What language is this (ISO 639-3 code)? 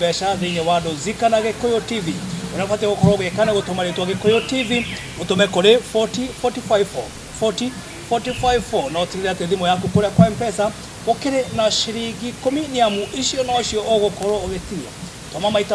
kik